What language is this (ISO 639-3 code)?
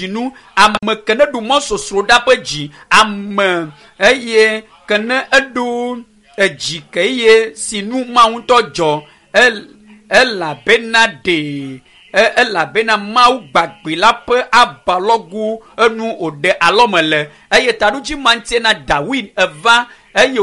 ewe